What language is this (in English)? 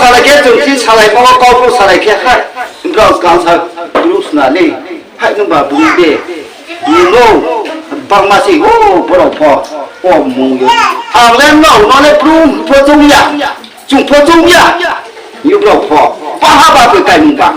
Riang (India)